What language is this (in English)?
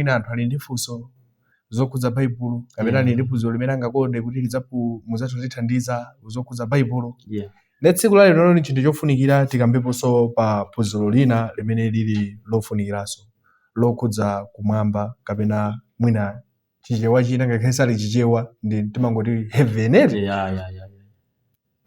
Nyanja